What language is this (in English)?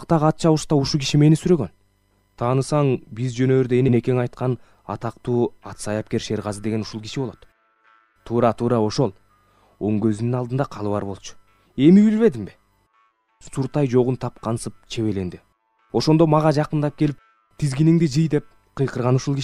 Kyrgyz